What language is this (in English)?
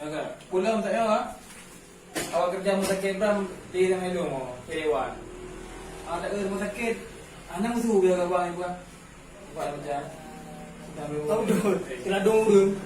Achinese